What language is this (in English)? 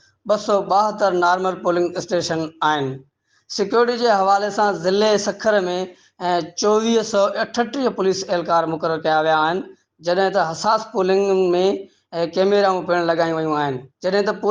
Sindhi